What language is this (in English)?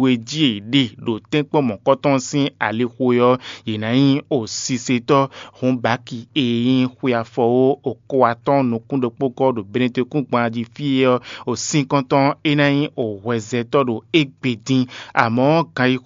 Fon